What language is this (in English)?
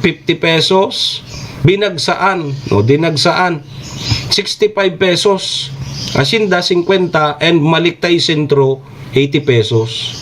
Bikol